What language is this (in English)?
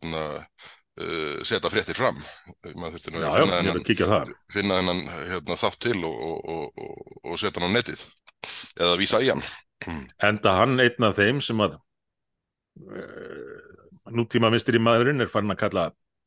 Icelandic